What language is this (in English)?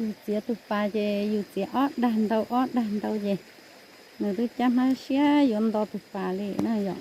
Hmong